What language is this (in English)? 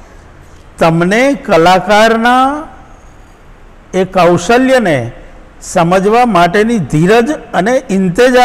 Gujarati